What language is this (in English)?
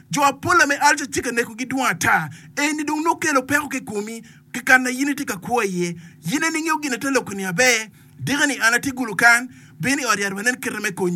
Acoli